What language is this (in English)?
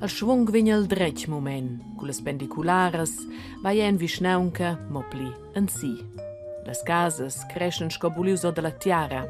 Romansh